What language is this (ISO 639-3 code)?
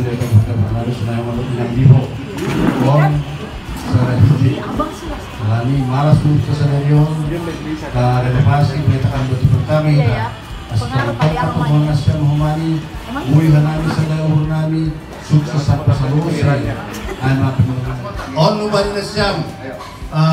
bts